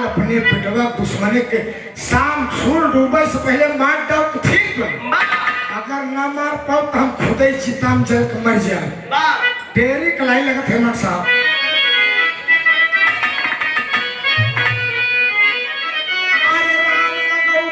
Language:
Bhojpuri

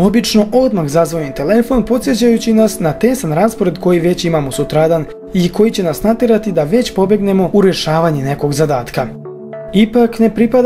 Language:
Croatian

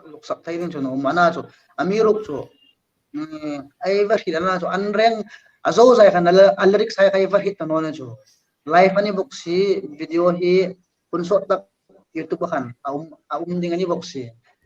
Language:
Hmar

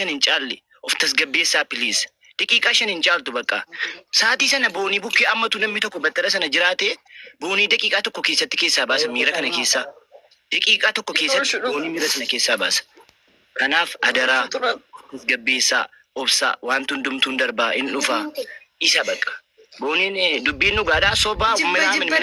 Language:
Oromo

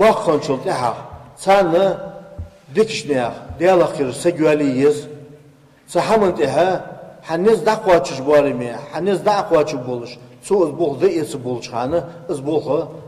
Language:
Ingush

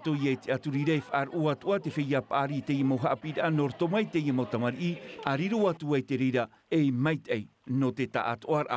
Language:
Tahitian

